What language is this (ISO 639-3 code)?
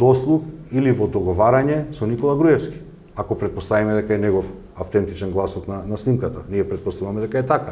mkd